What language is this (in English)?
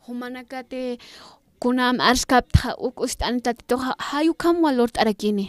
Aymara